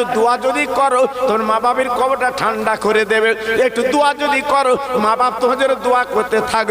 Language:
Bangla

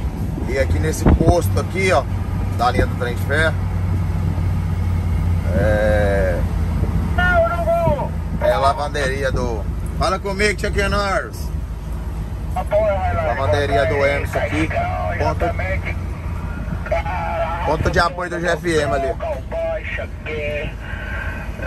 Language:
Portuguese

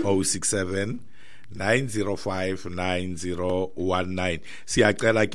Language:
Xhosa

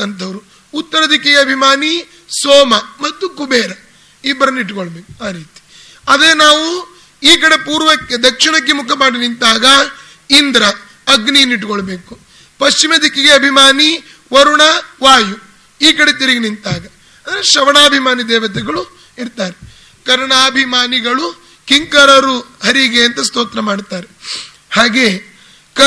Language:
Kannada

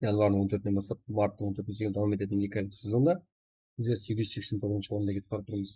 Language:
Kara-Kalpak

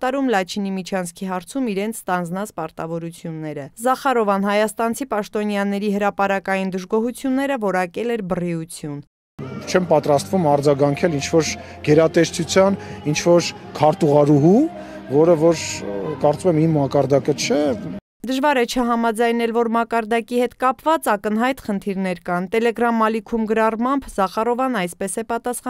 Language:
Armenian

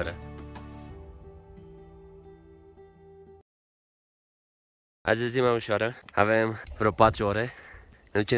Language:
Romanian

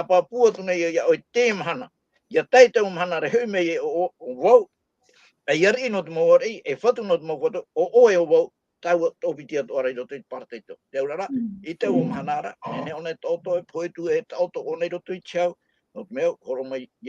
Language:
Tahitian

